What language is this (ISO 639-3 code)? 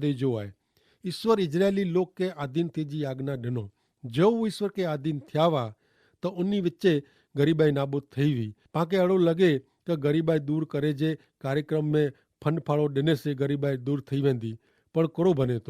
kfr